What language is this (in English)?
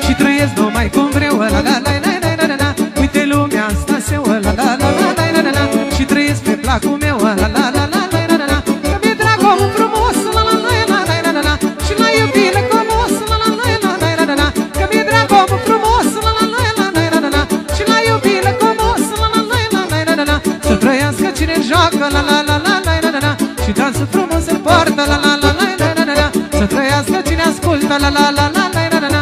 Romanian